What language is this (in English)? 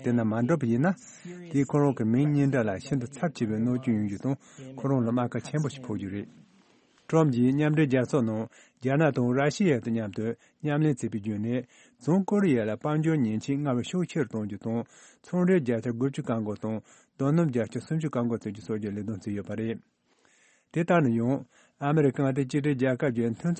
Tibetan